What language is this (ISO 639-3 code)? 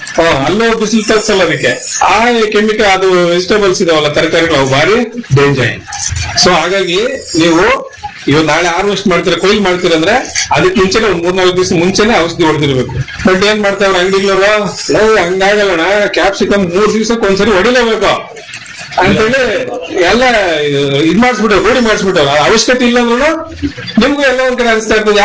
kan